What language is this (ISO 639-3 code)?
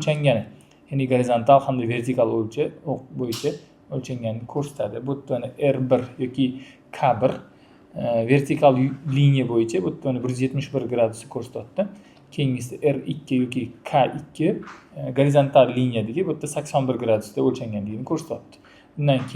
uzb